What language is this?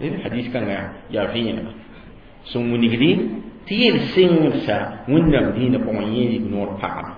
Mossi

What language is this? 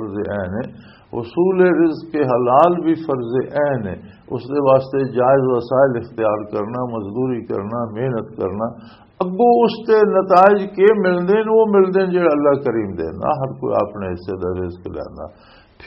Western Panjabi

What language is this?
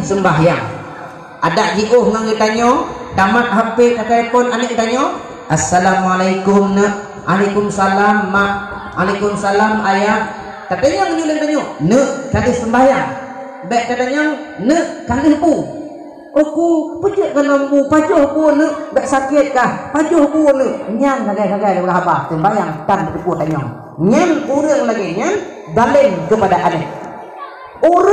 Achinese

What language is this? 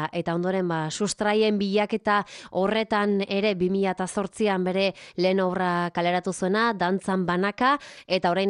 Basque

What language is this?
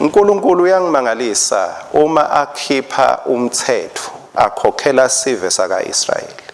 Swati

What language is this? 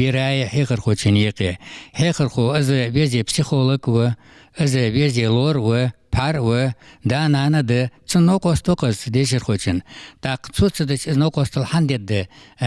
Ingush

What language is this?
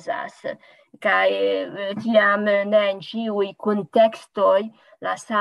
Esperanto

